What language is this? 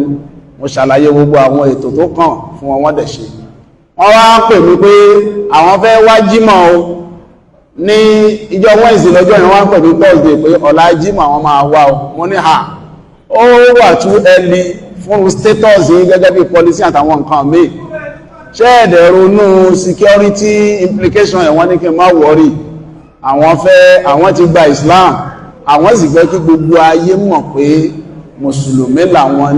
Yoruba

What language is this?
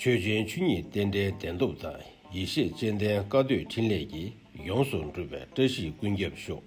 Tibetan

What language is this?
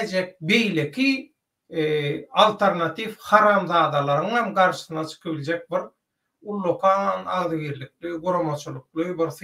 Turkmen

